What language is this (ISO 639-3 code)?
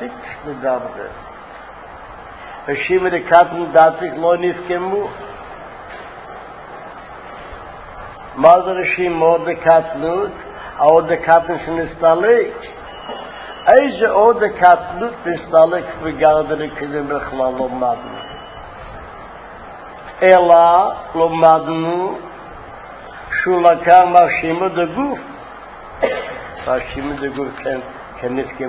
heb